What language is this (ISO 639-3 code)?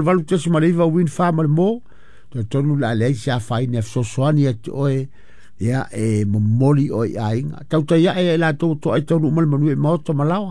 smo